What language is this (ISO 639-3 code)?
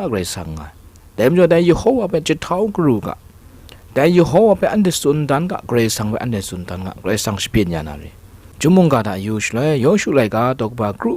kac